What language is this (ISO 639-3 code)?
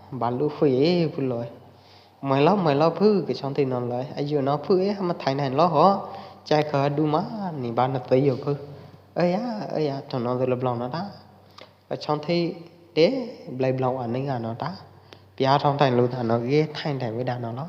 kjp